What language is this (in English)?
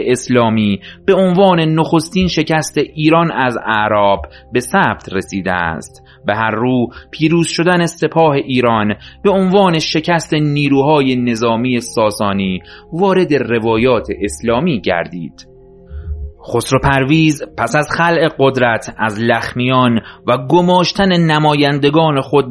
Persian